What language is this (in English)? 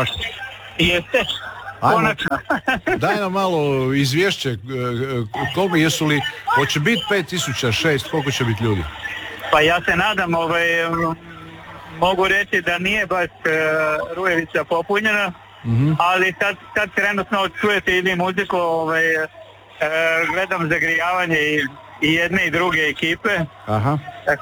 Croatian